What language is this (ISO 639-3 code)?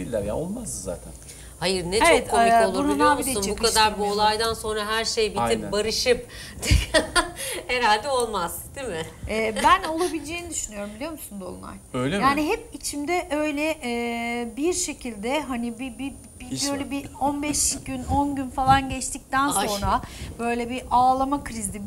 tur